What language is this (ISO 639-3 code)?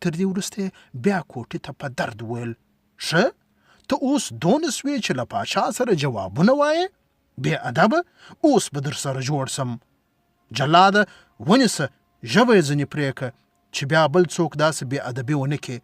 pus